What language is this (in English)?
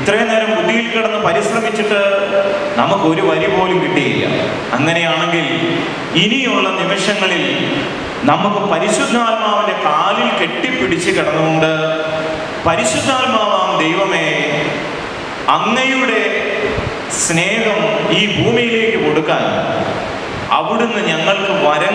Malayalam